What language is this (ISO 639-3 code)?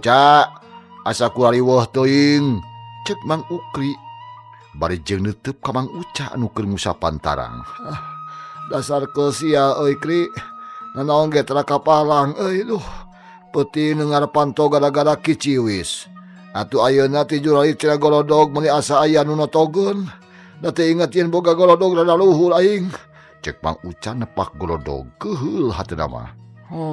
sun